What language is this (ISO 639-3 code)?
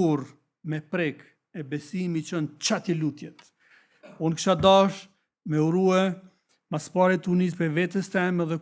sqi